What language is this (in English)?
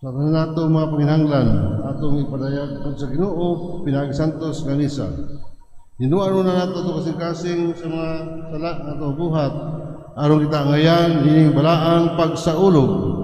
Cebuano